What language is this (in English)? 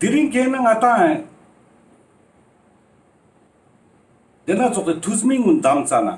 Ladakhi